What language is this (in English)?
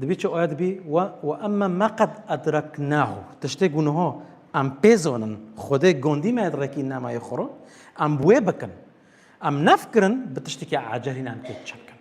Kurdish